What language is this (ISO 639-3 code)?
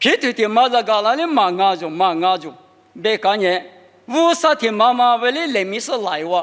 lis